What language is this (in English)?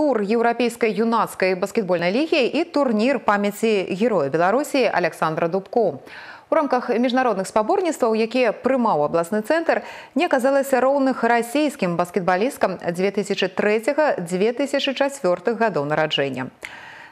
Belarusian